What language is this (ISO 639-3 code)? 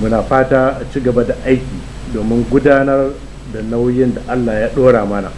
hau